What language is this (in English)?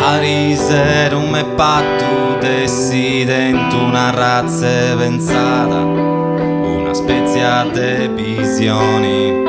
Sardinian